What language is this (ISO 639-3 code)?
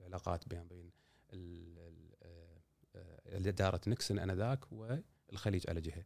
afb